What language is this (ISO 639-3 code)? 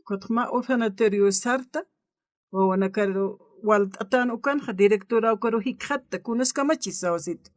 aym